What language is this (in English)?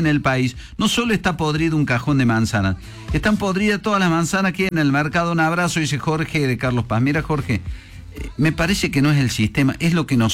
Spanish